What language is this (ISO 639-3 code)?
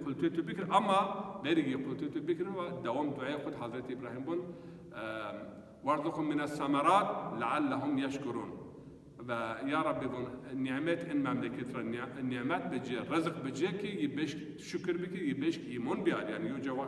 zza